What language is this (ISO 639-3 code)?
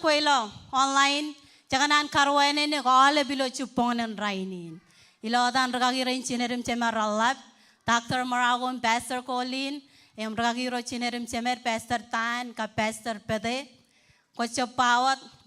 mah